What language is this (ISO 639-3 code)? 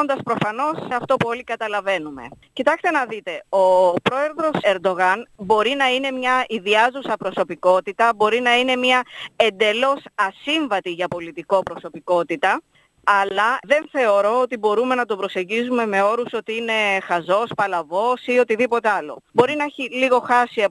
ell